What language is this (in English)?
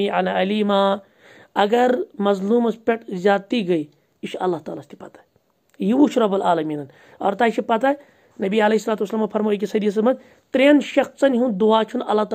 Kashmiri